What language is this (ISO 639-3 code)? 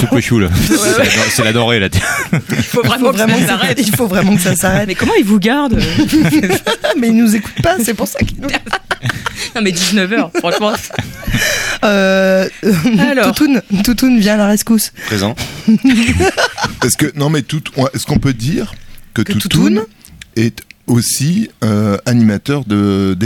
fra